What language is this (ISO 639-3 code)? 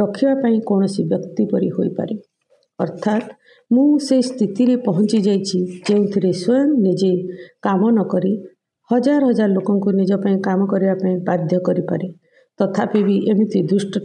ori